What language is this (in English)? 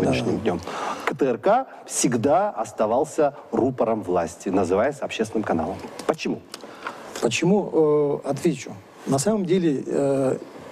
Russian